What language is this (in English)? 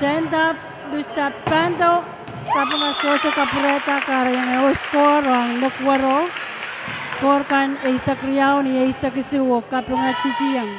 Pohnpeian